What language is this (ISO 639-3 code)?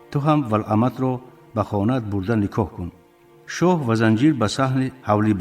tgk